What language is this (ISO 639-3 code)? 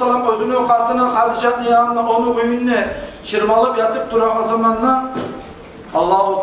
kum